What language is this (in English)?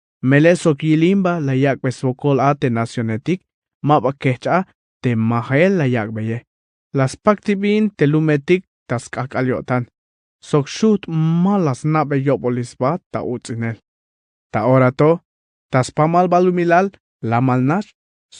Tzeltal